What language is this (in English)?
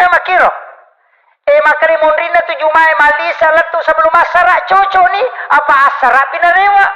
Buginese